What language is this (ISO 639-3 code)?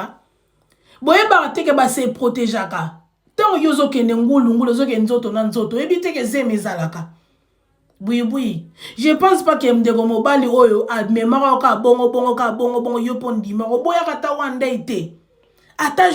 lin